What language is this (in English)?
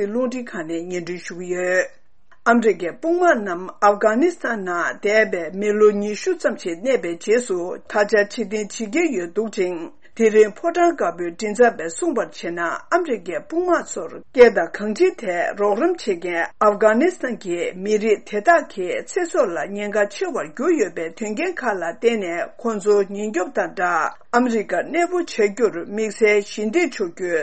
Tibetan